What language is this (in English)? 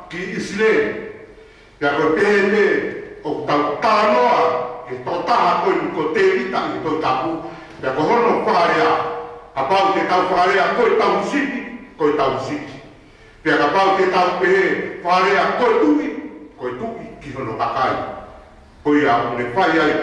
Tongan